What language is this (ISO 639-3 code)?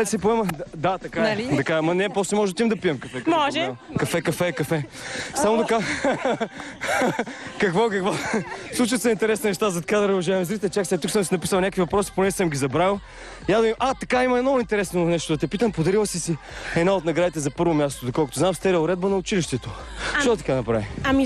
bul